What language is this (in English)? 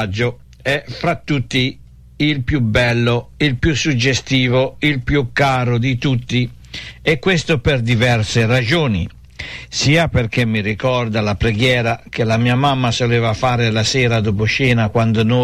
Italian